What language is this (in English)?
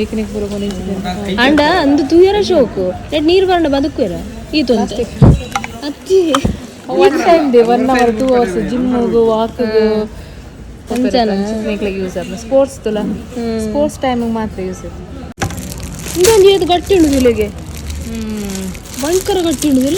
Tulu